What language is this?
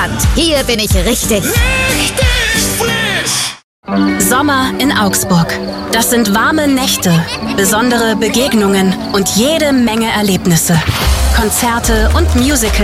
German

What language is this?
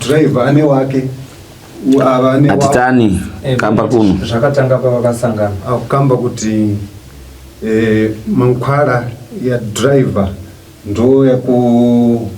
Shona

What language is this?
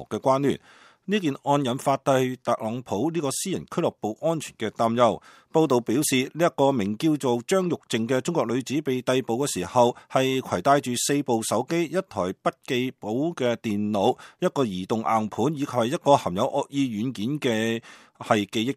Cantonese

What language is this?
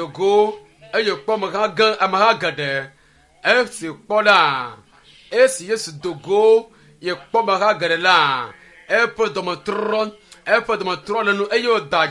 Ewe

